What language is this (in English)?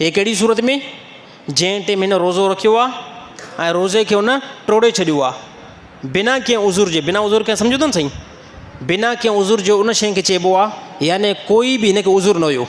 Sindhi